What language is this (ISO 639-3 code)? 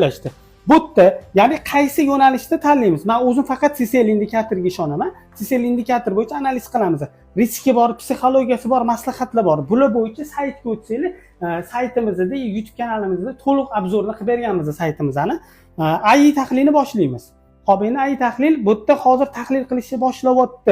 uzb